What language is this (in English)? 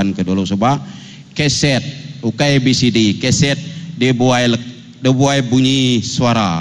Iban